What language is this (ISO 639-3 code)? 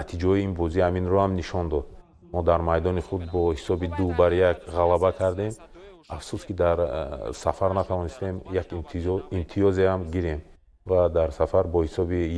tgk